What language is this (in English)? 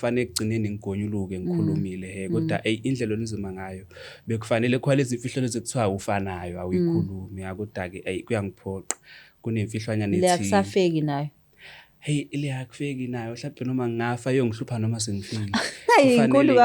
Zulu